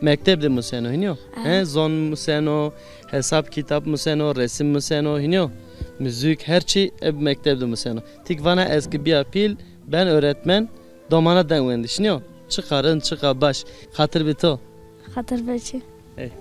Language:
Zaza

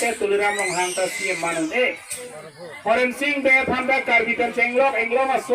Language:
Karbi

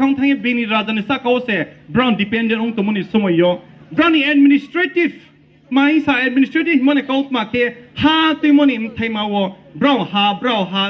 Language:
Riang (India)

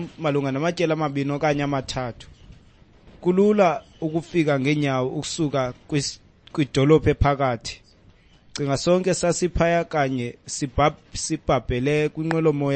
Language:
Xhosa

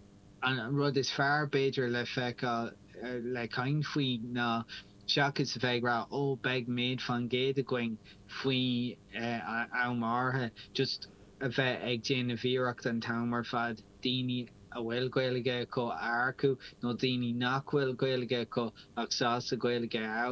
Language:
Irish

